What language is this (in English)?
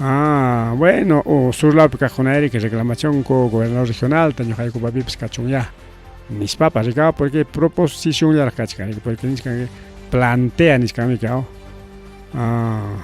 Ayacucho Quechua